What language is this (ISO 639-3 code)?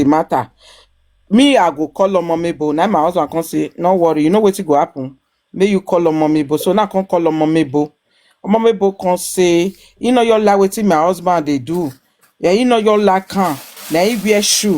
pcm